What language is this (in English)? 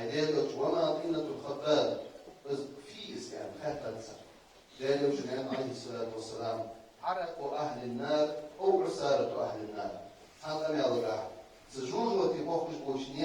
Ingush